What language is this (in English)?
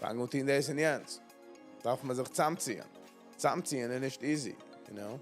Yiddish